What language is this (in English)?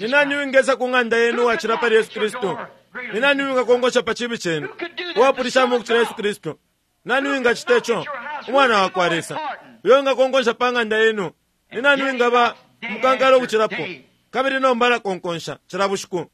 Bemba